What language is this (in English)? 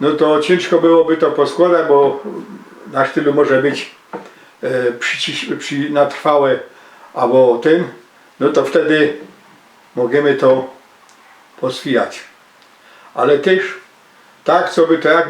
Silesian